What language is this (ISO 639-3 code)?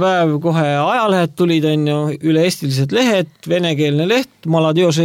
est